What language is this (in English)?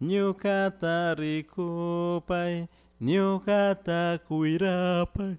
Chimborazo Highland Quichua